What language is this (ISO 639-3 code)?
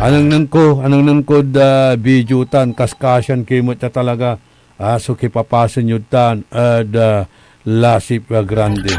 pag